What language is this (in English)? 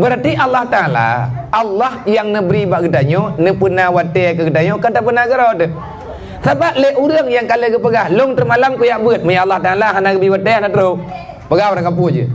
Achinese